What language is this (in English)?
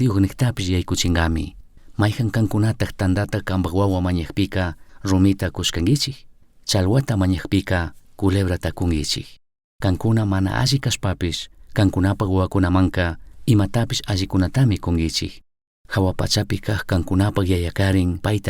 Chimborazo Highland Quichua